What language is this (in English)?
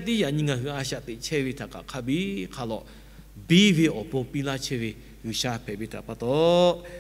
Lahu